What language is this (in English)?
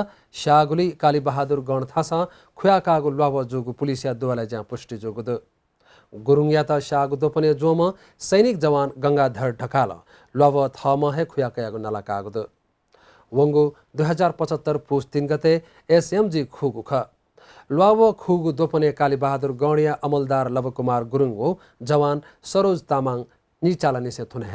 Newari